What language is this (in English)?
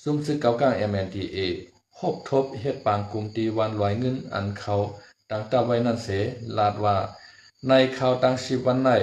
Shan